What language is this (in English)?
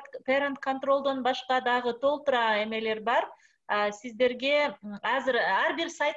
Kyrgyz